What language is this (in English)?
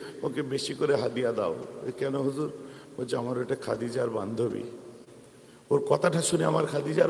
Bangla